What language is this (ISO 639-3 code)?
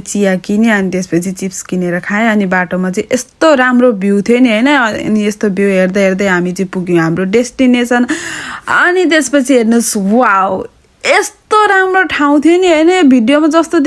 nep